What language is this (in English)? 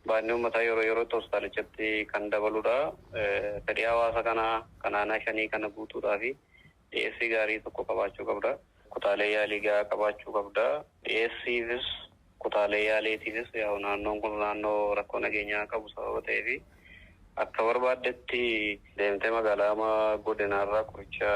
Oromo